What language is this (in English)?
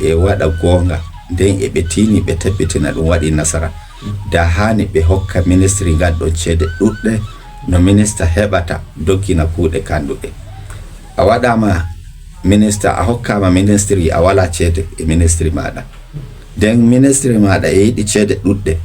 Fula